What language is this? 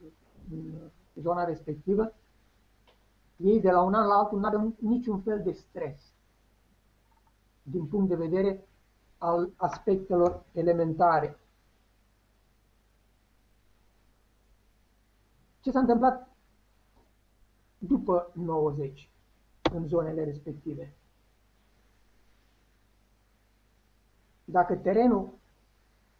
Romanian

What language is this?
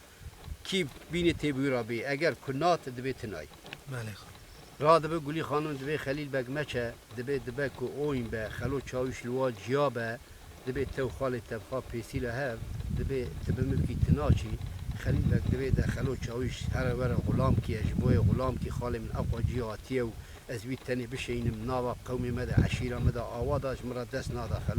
Kurdish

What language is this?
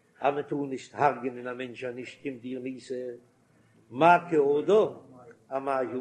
Yiddish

